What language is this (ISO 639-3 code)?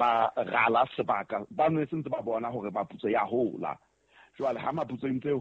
sot